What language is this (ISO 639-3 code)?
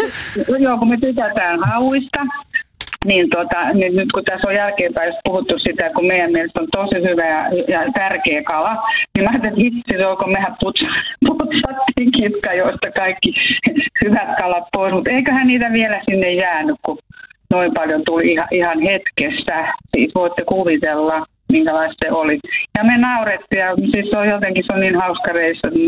fin